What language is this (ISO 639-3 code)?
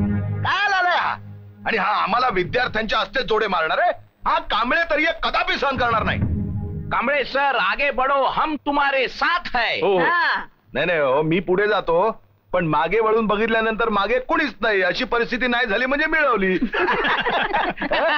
mar